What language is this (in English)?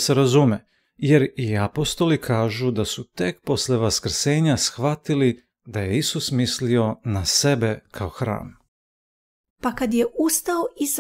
Serbian